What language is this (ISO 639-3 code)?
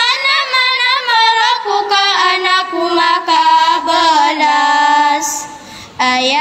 mrw